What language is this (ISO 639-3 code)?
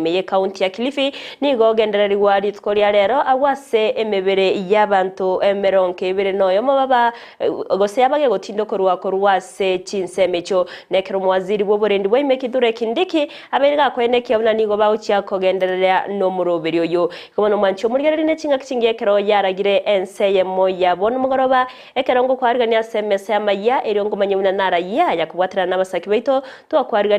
guz